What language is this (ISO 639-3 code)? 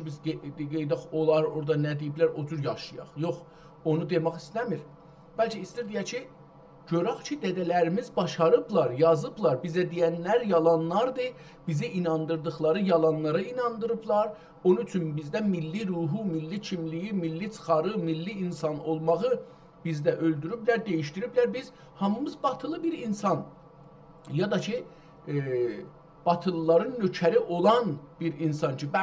azb